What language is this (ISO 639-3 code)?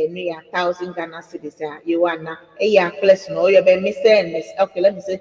ewe